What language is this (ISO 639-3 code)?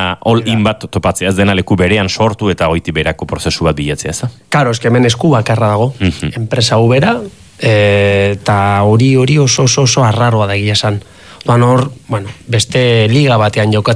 eus